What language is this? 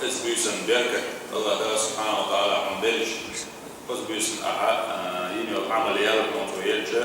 Chechen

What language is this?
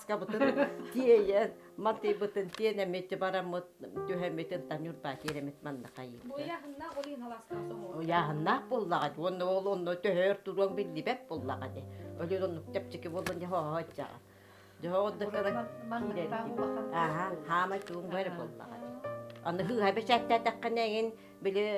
Yakut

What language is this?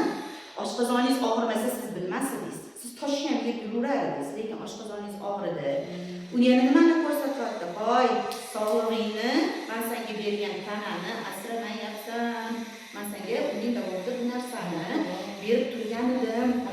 Uzbek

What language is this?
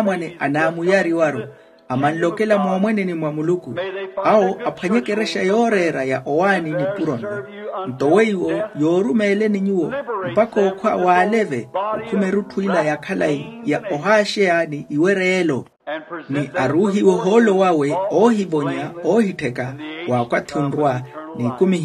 Makhuwa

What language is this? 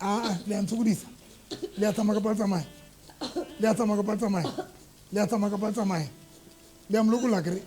Southern Sotho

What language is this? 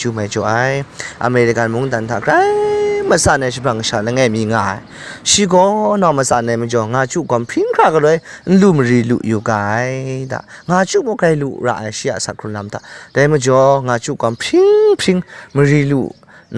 Kachin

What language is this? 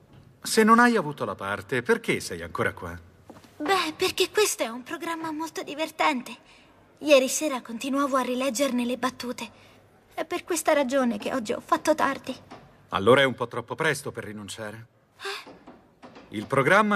Italian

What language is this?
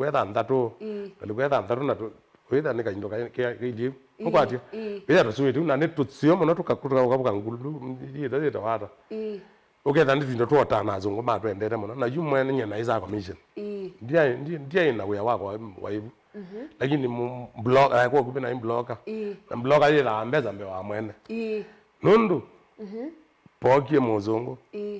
Kamba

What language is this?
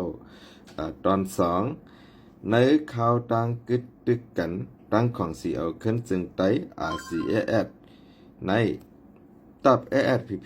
Shan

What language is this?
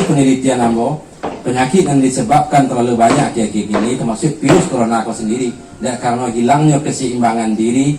Minangkabau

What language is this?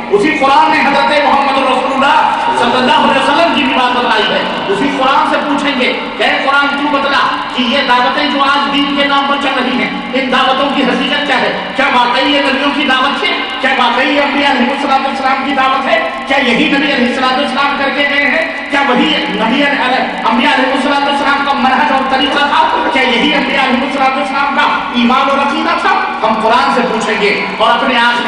Urdu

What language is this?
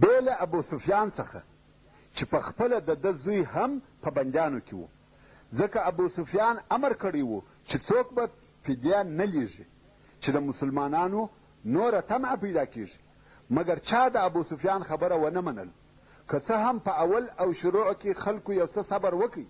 Pashto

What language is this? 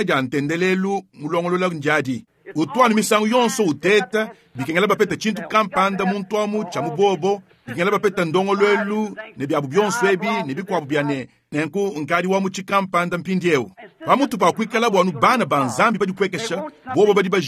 Luba-Lulua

